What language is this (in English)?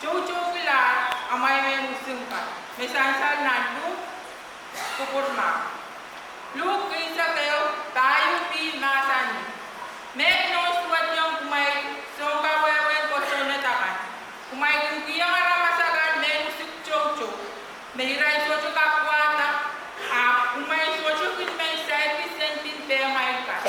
Pohnpeian